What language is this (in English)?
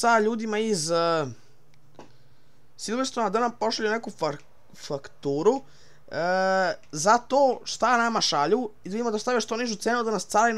Serbian